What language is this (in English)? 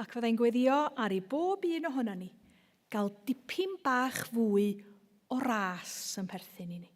Welsh